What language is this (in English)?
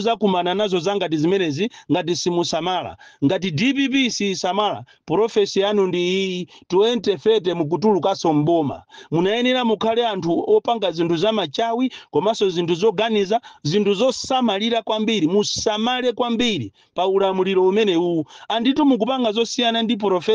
Nyanja